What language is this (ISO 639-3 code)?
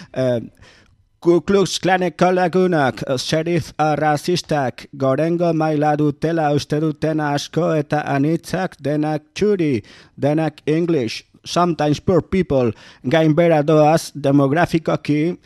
eus